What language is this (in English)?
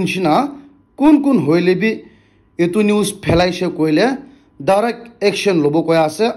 Naga Pidgin